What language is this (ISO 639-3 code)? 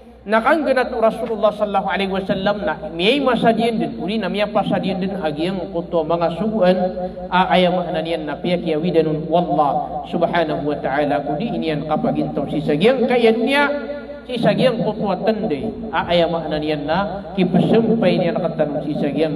mrw